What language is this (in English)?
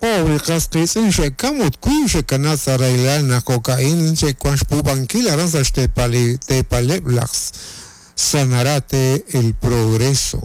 Kekchí